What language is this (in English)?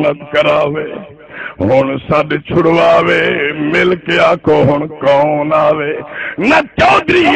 Saraiki